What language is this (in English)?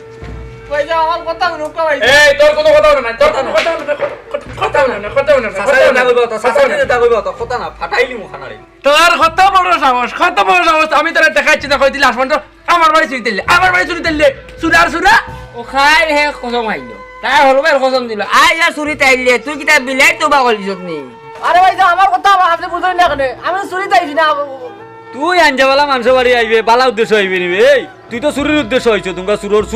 Sylheti